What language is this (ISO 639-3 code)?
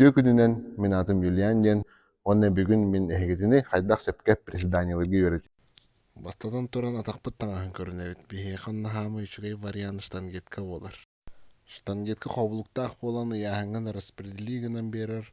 sah